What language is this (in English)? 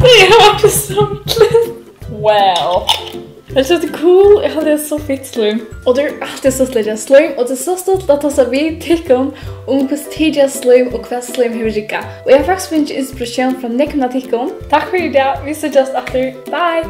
Faroese